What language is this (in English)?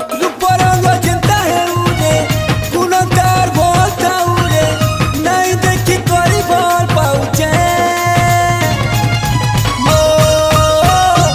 Sambalpuri